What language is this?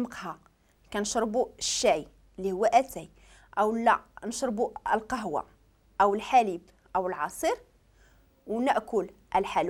Moroccan Arabic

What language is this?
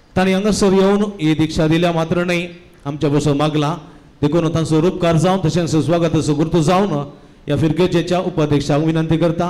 Konkani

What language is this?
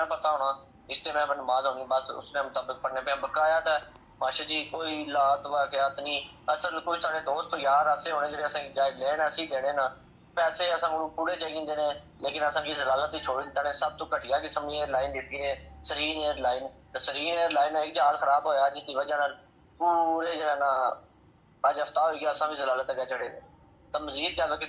Pahari-Potwari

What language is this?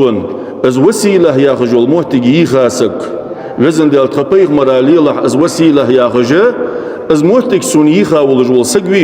Ingush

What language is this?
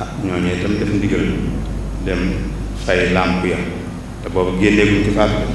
Wolof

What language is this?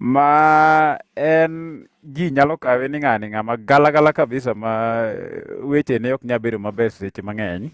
Luo (Kenya and Tanzania)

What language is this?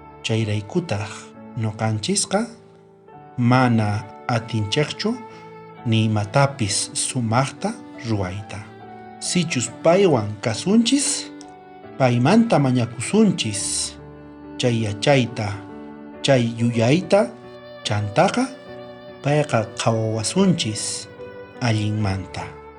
South Bolivian Quechua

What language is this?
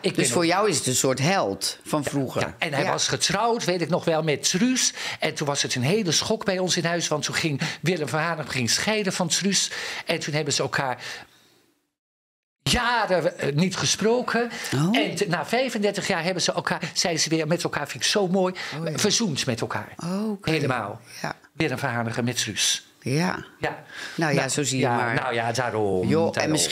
Dutch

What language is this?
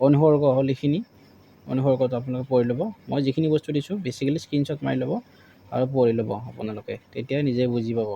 Assamese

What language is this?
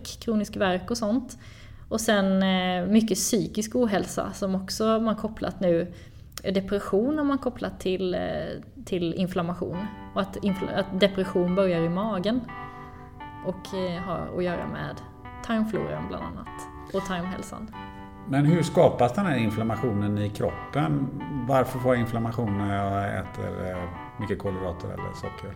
Swedish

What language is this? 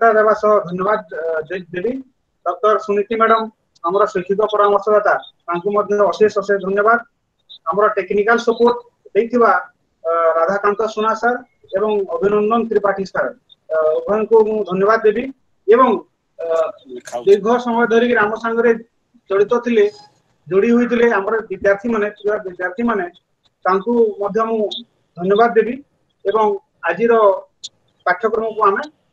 Odia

